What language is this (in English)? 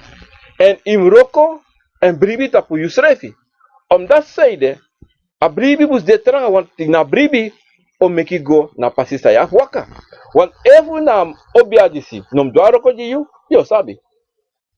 Sranan Tongo